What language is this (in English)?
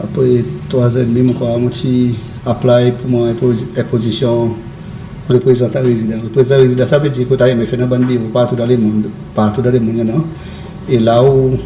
Seselwa Creole French